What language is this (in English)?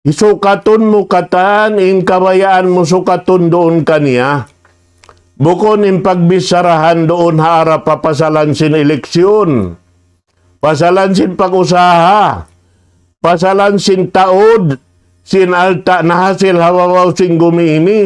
Tausug